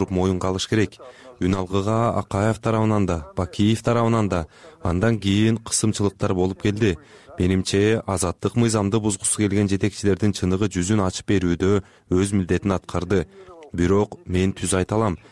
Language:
Kyrgyz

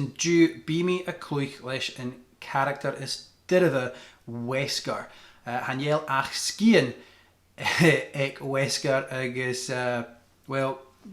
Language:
Scottish Gaelic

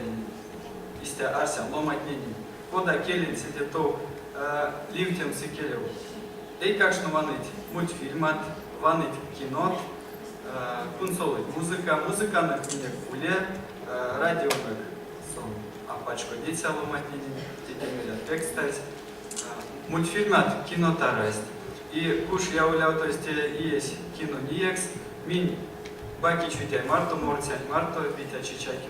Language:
Erzya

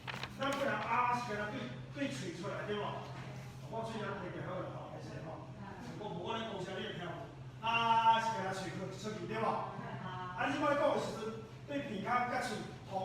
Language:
Min Nan Chinese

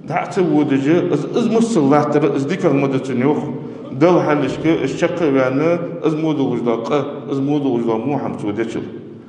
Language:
Ingush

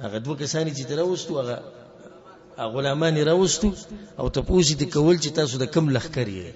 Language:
Pashto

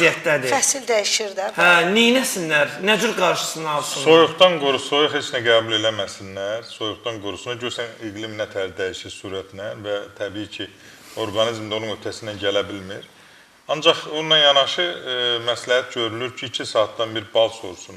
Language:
Azerbaijani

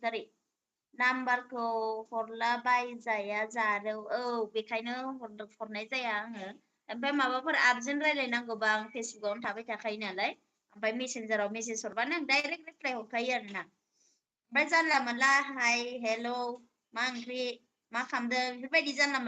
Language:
Bodo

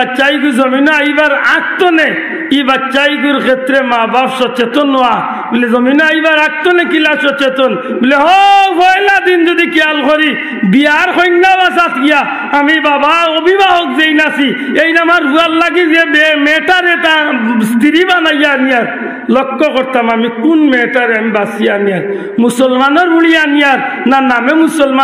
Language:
Sylheti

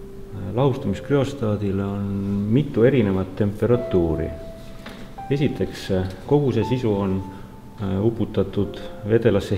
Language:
Estonian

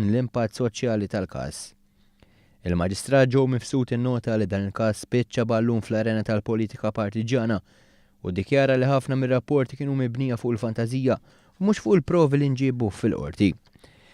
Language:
Maltese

